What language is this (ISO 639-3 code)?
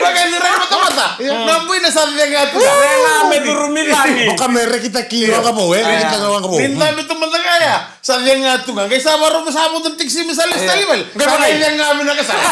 fij